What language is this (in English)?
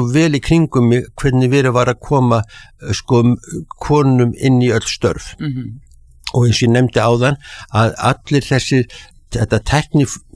Icelandic